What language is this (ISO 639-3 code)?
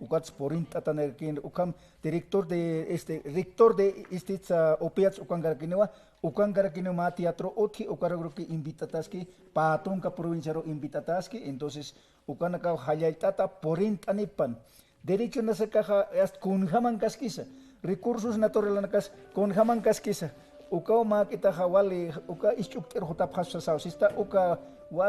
aym